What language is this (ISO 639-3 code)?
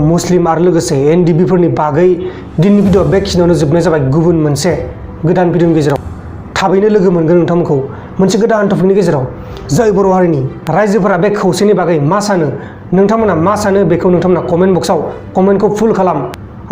brx